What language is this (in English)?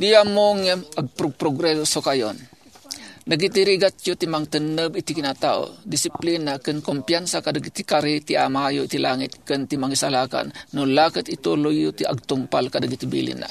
Iloko